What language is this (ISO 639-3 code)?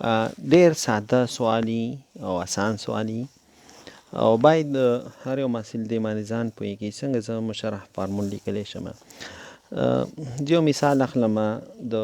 pus